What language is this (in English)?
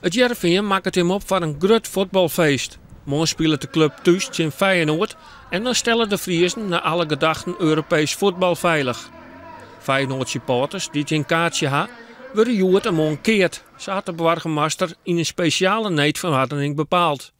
Western Frisian